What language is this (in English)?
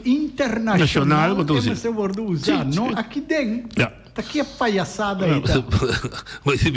Papiamento